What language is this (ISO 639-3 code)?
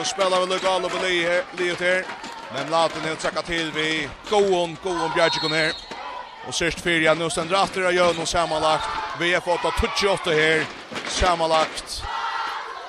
fao